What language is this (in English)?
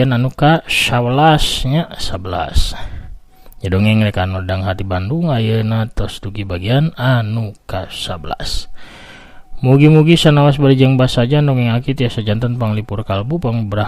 Sundanese